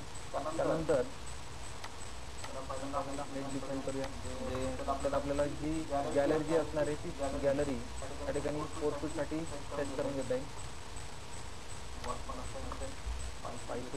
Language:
Marathi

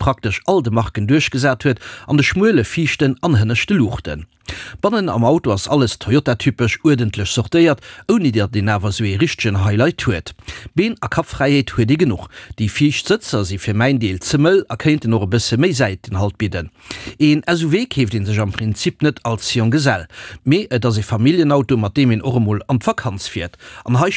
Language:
Luxembourgish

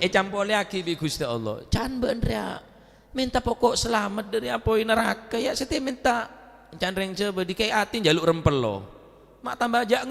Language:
Madurese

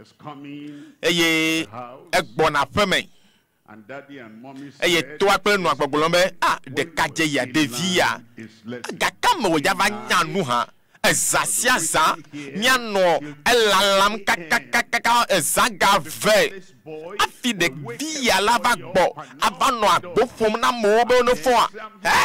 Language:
Ewe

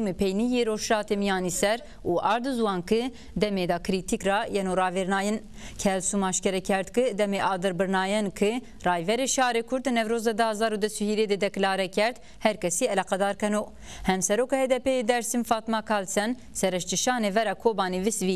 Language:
Zaza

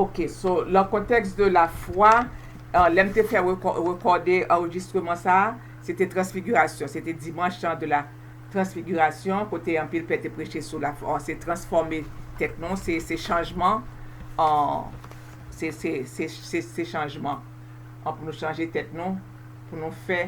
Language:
Haitian Creole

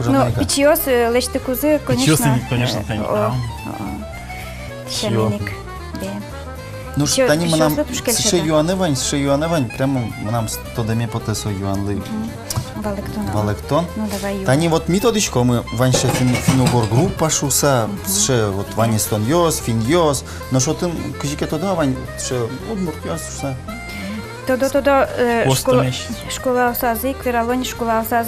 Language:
Udmurt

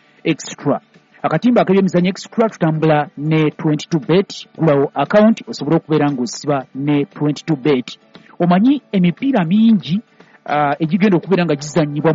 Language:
Ganda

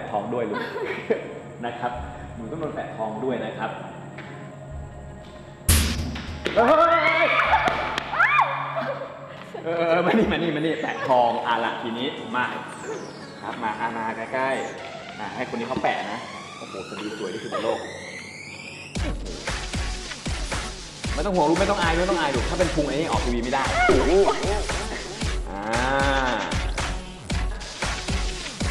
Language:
Thai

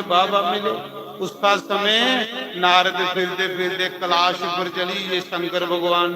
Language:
Dogri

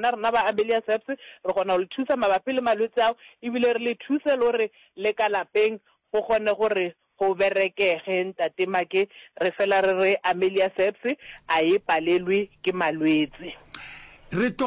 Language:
Northern Sotho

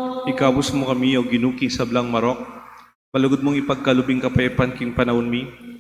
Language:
Pampanga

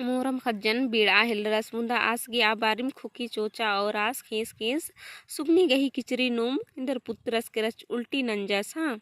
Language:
Kurukh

